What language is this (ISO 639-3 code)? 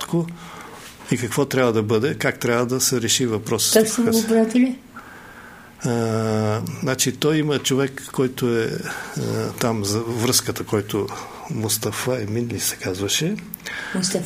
bul